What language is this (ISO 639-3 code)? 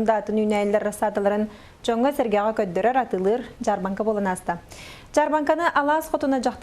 sah